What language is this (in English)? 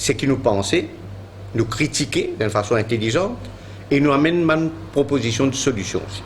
Morisyen